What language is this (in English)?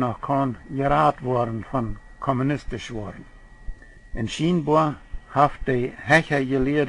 Plautdietsch